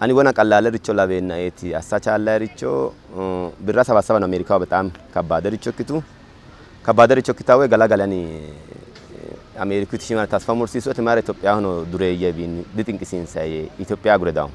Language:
Sidamo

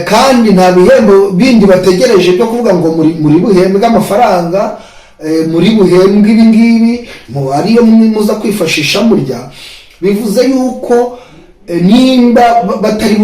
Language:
Kinyarwanda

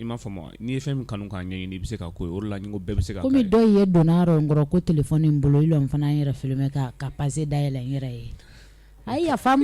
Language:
Bambara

